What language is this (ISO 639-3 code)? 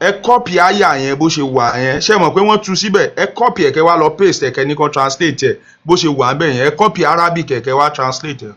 yor